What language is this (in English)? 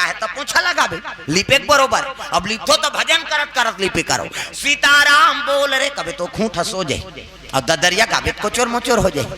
Chhattisgarhi